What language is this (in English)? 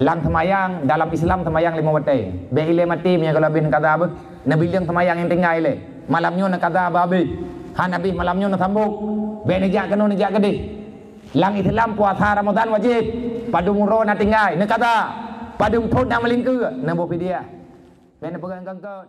Achinese